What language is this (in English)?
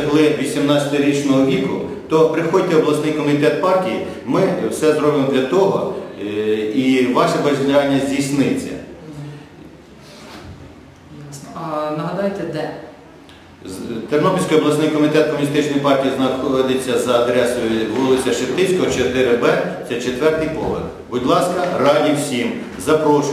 Ukrainian